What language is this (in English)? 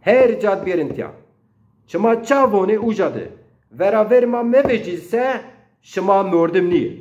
Zaza